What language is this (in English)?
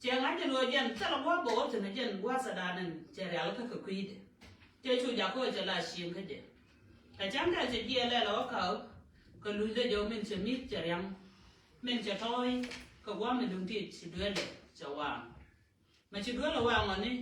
Nuer